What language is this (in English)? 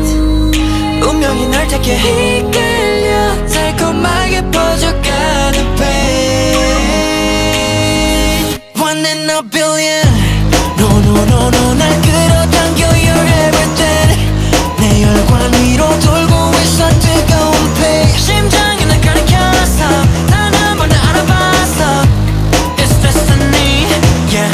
Korean